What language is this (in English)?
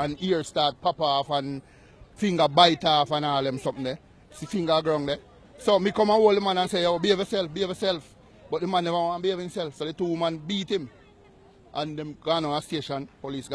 Jamaican Creole English